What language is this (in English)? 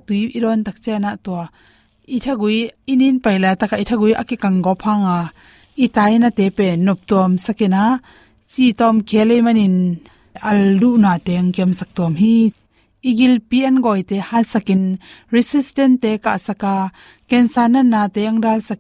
Tedim Chin